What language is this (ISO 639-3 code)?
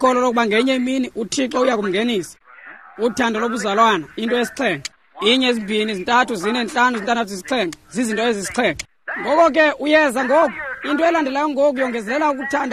xho